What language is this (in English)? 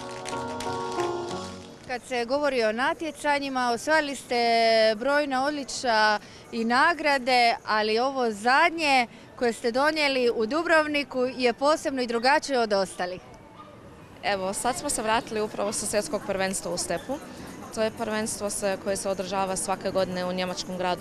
Croatian